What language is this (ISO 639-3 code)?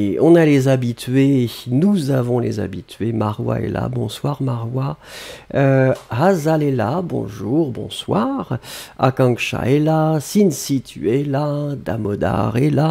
fra